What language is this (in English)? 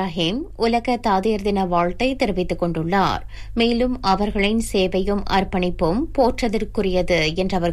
Tamil